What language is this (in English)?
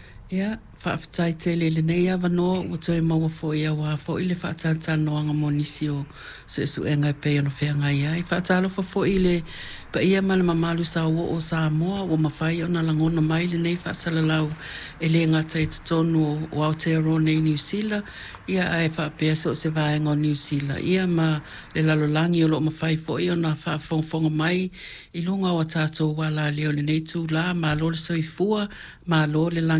Samoan